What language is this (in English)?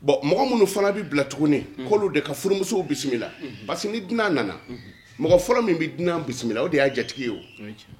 Bambara